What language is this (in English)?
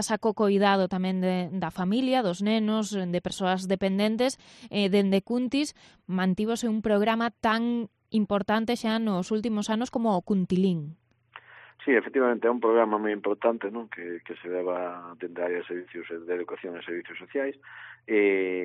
Galician